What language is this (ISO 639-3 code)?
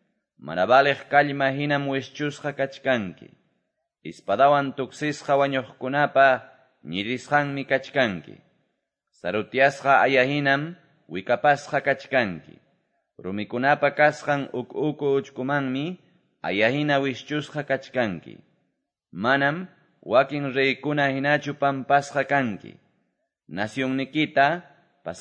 que